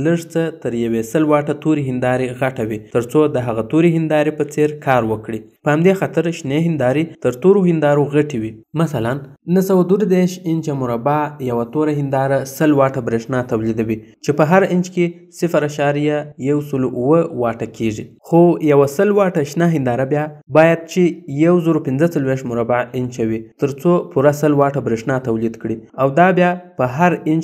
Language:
Pashto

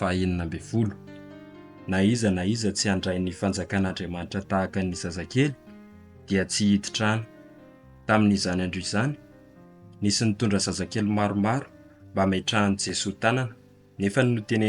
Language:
Malagasy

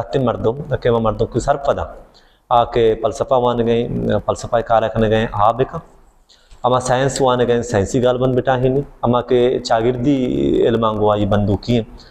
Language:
Baluchi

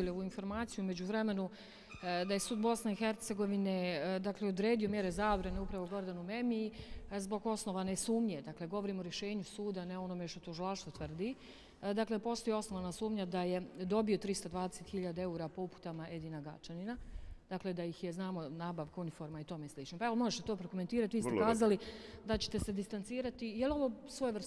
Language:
Bosnian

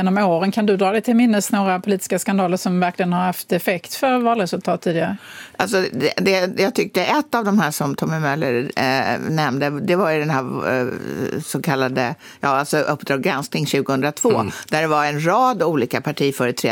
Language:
Swedish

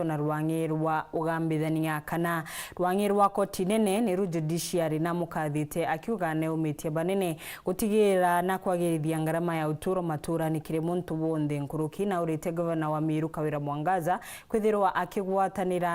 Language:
Meru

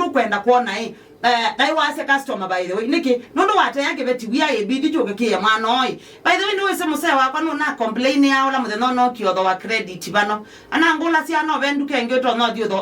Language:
Kamba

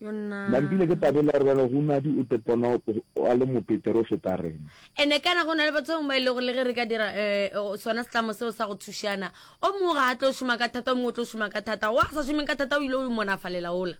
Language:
Northern Sotho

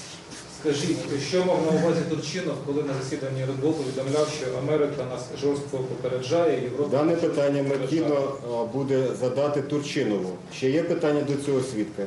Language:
Ukrainian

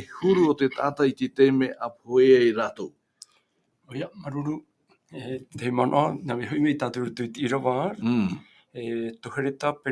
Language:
Tahitian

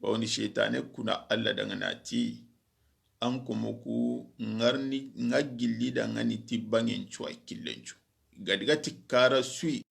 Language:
Soninke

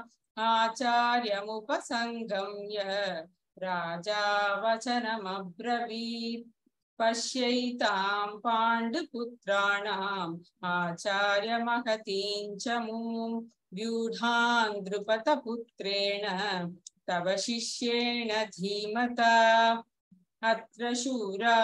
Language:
Sanskrit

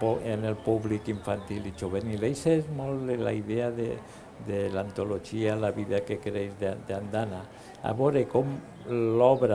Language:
Catalan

